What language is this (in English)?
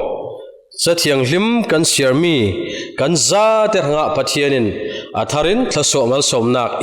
Falam Chin